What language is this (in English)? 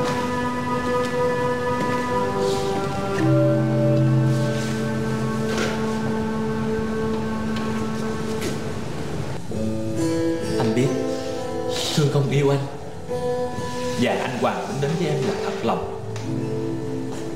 Vietnamese